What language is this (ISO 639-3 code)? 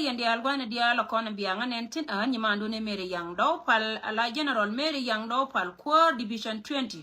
nus